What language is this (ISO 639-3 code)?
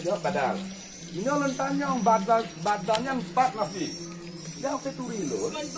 ace